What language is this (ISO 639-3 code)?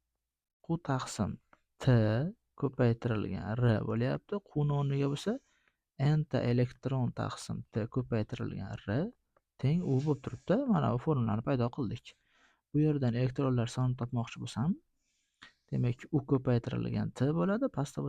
uzb